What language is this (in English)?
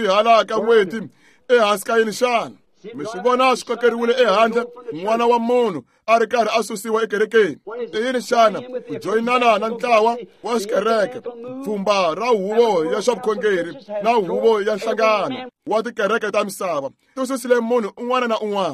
Tsonga